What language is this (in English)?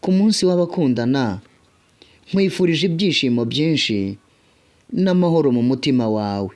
Kinyarwanda